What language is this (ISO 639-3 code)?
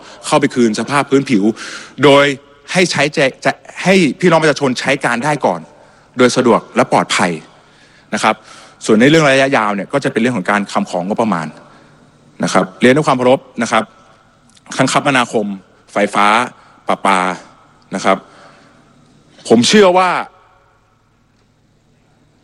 tha